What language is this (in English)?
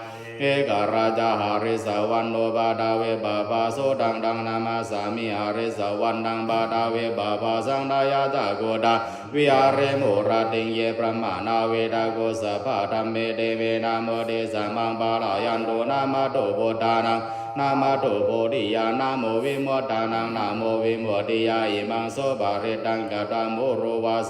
Pali